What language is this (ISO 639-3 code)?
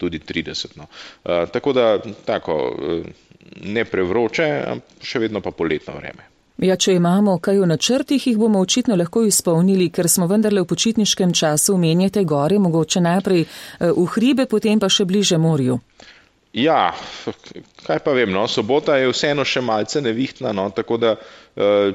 slv